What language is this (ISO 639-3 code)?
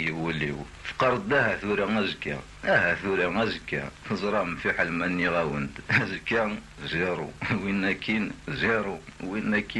kab